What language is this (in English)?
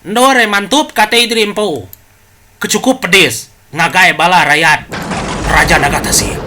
Iban